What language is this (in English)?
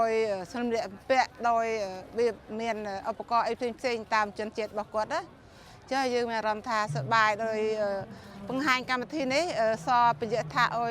Khmer